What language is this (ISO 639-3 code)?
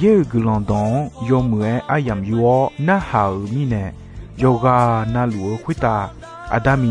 ahk